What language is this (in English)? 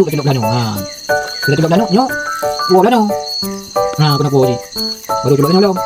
Achinese